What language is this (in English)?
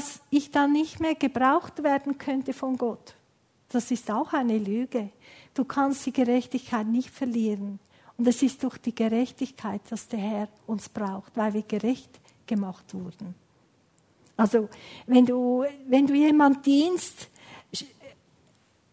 German